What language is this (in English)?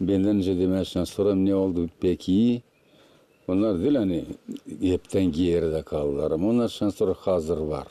Gagauz